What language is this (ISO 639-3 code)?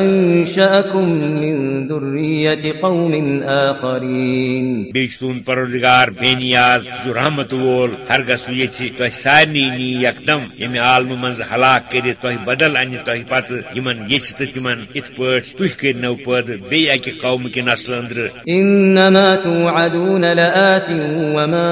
kas